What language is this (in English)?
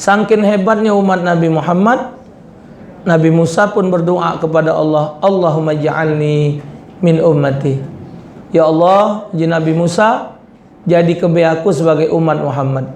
Musi